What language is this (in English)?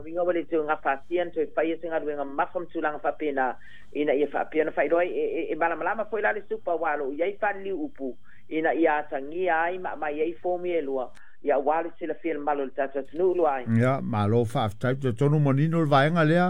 Samoan